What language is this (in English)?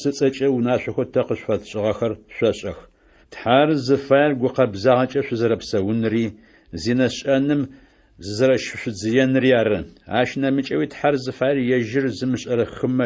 Adyghe